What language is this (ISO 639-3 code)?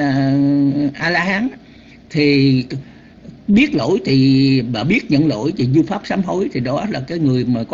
vie